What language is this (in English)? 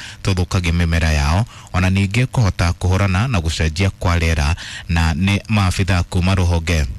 Kikuyu